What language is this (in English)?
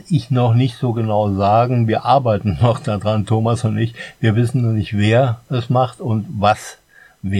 German